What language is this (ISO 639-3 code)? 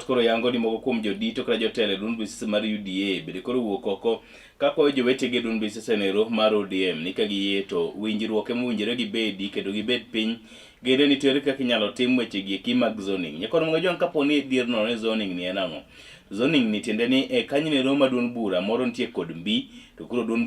luo